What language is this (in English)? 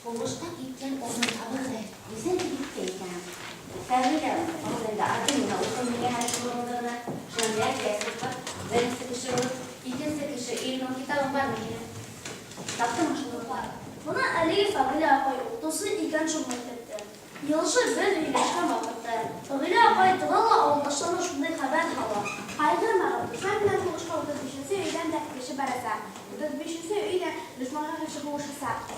Bashkir